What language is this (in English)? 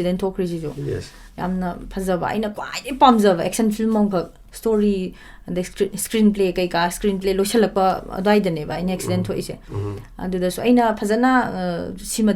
Manipuri